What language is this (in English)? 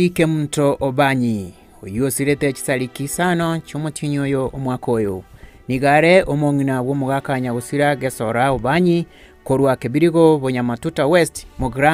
Gusii